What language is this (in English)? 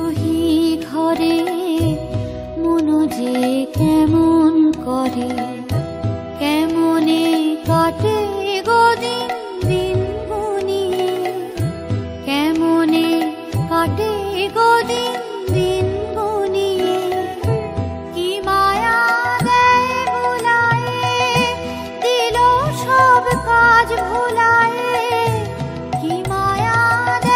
Bangla